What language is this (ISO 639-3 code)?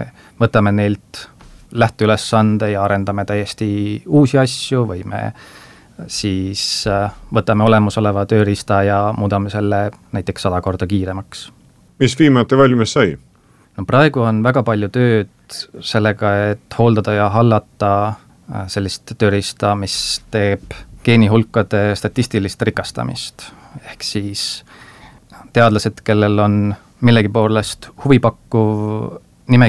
est